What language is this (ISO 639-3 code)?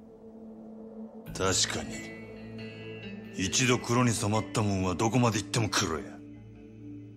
jpn